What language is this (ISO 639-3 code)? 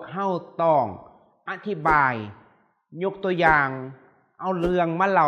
lao